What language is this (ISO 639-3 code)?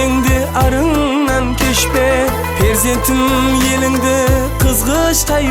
kaa